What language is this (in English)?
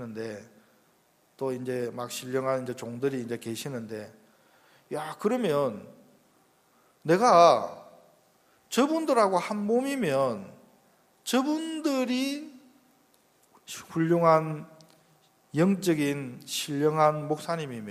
Korean